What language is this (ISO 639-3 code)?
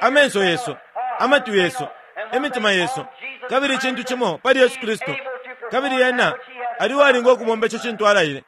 bem